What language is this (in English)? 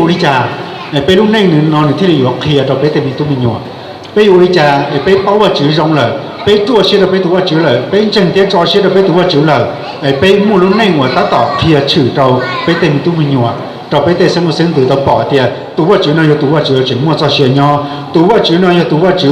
Hmong